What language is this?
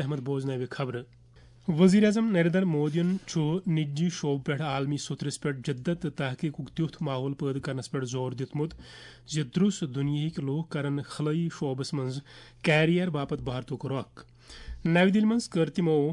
Kashmiri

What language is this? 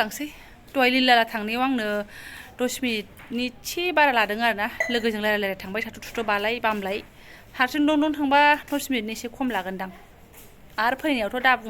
Bodo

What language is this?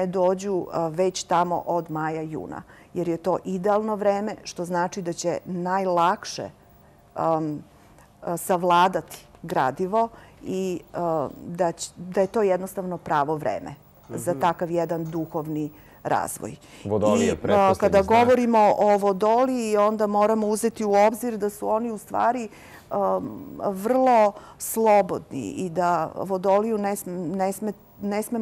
Serbian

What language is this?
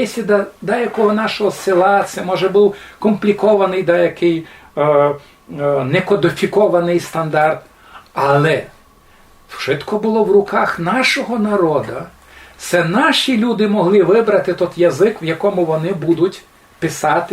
Rusyn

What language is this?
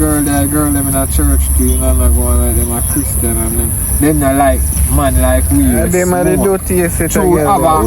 Jamaican Creole English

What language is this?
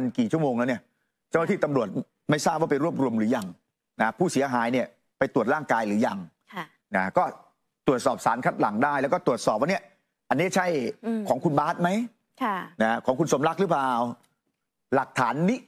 Thai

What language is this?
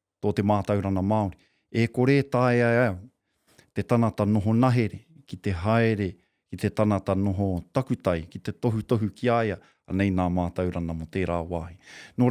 Māori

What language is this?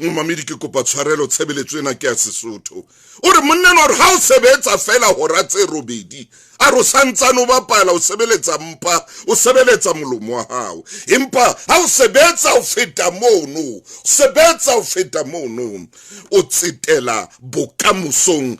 Southern Sotho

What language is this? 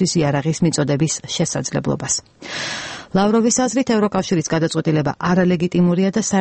Georgian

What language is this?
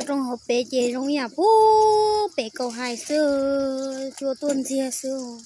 Hmong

